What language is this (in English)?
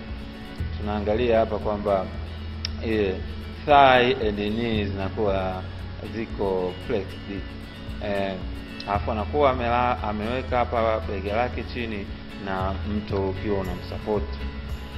Swahili